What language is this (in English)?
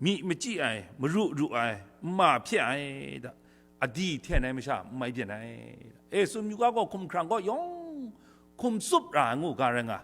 Kachin